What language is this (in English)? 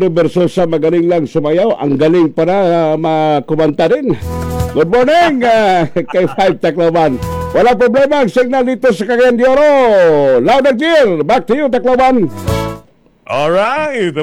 Filipino